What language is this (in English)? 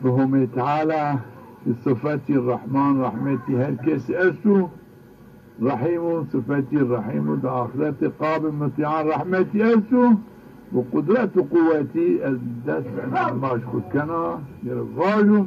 Zaza